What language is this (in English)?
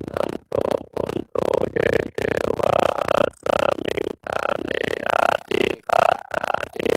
Pali